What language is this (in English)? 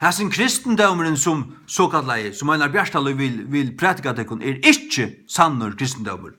Faroese